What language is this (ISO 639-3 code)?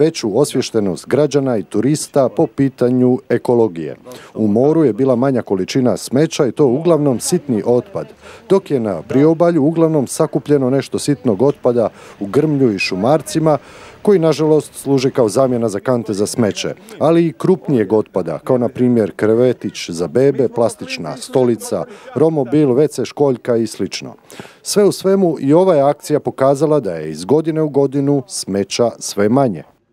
hrv